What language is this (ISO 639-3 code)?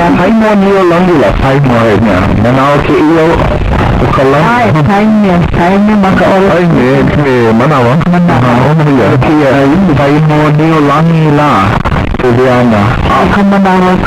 haw